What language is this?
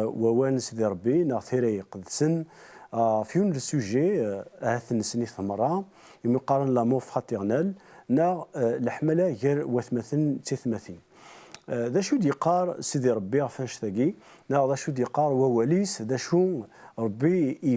Kabyle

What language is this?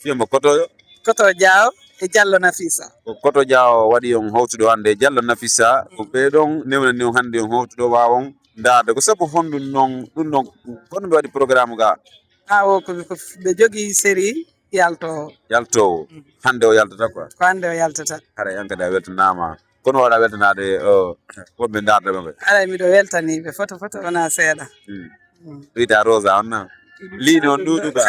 Fula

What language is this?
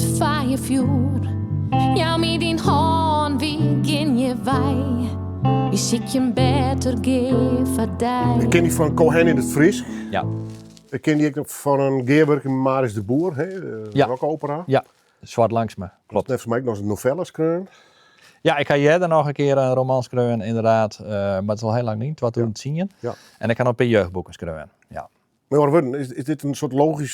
Western Frisian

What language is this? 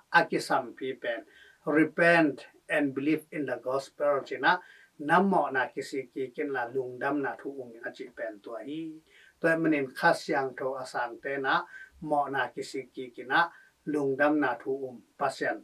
Tedim Chin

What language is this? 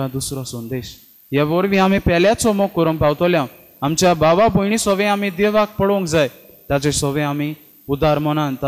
Konkani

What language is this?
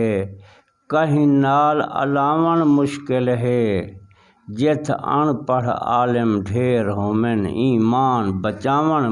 Saraiki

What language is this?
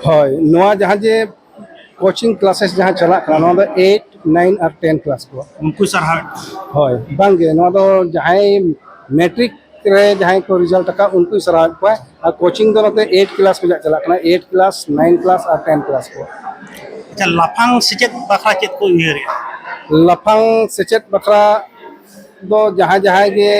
Santali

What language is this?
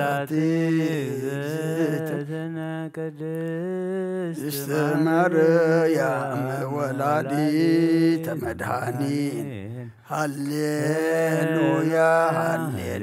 Geez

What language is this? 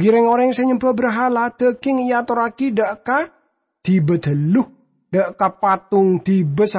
Madurese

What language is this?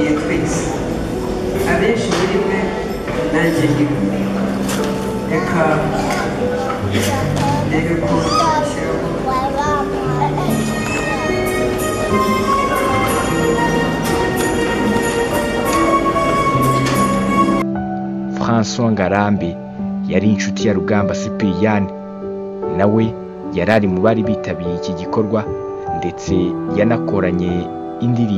Kinyarwanda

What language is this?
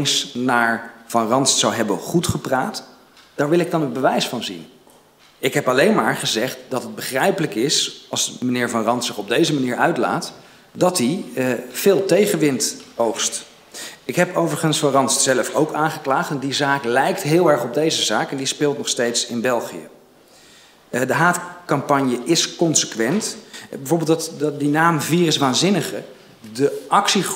Dutch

